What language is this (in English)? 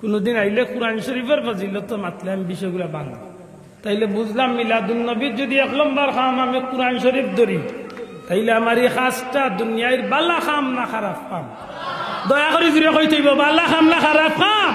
Sylheti